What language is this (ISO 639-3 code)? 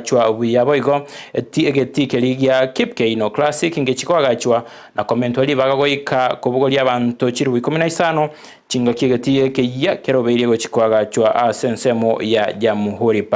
guz